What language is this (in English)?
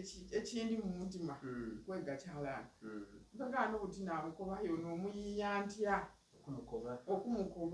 Soga